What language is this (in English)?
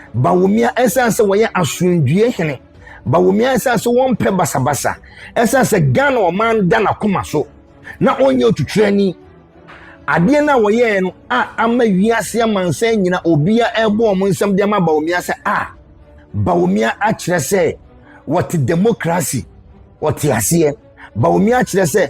Akan